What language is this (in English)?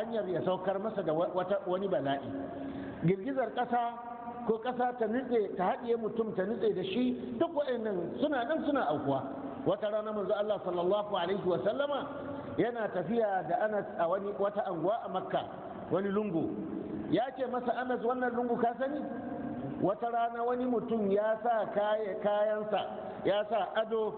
Hausa